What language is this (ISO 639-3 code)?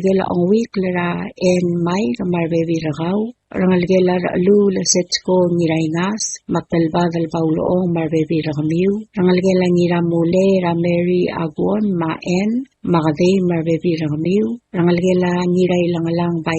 pau